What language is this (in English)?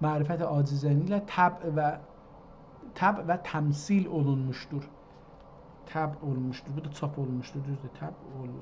South Azerbaijani